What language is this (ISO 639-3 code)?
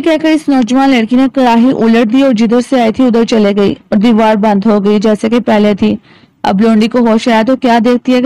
urd